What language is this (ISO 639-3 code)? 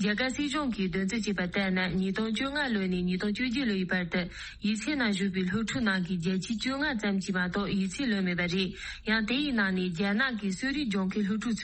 bod